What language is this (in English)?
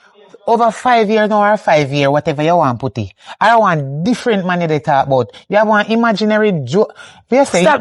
Jamaican Creole English